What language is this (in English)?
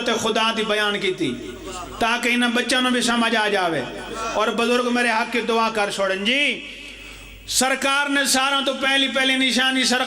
Pahari-Potwari